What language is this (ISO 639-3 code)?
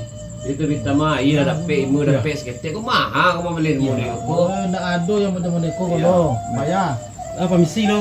min